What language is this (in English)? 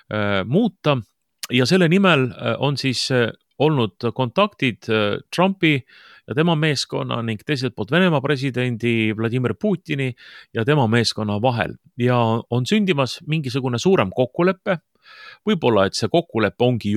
Estonian